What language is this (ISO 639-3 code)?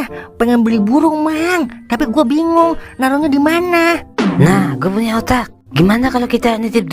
bew